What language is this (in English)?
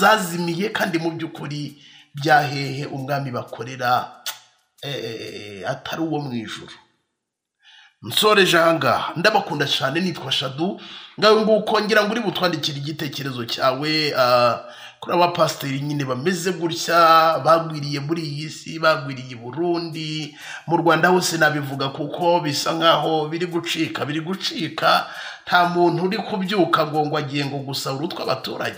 Kinyarwanda